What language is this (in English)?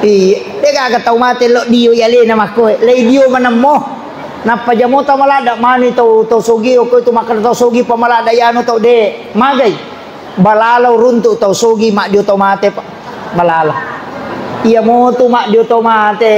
Buginese